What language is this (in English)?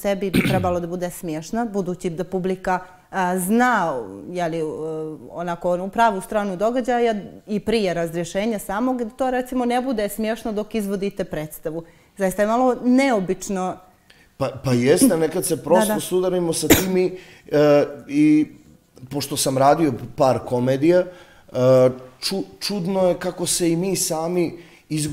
Bosnian